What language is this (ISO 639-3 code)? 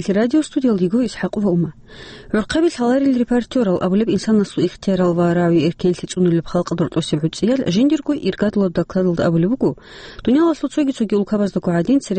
ava